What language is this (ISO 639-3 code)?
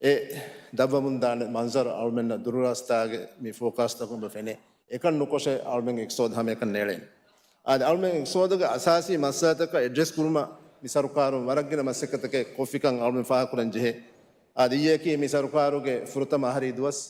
div